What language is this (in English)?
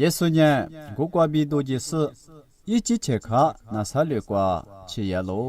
Lisu